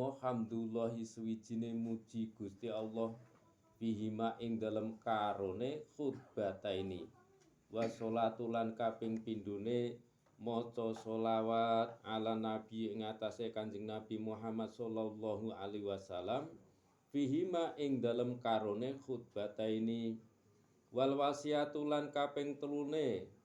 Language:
Javanese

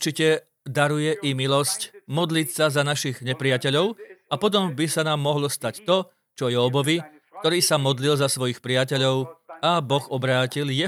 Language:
Slovak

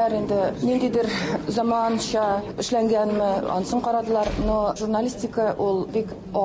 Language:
Tatar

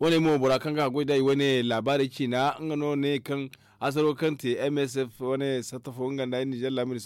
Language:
Zarma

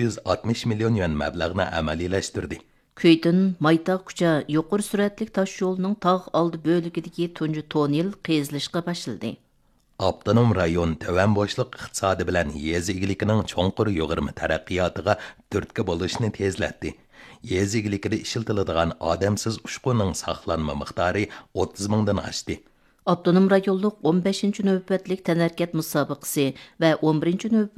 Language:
Uyghur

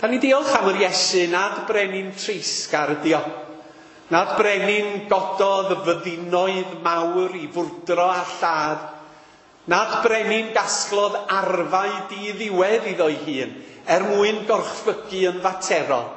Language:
Welsh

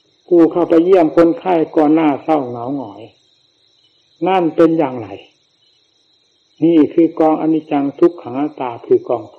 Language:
Thai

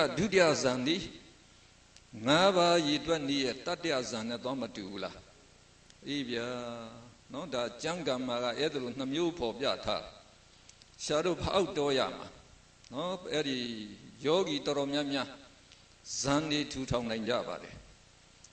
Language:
Burmese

